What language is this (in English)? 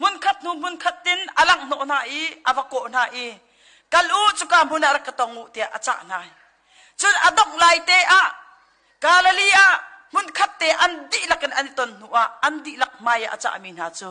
Hakha Chin